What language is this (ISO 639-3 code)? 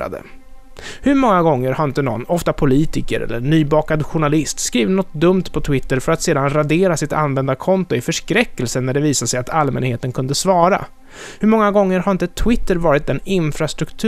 swe